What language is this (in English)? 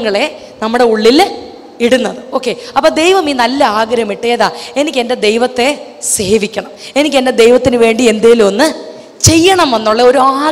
Malayalam